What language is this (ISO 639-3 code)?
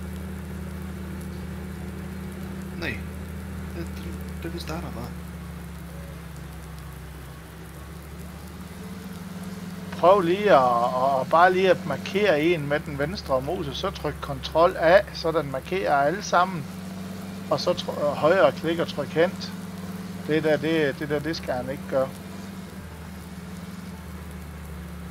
dan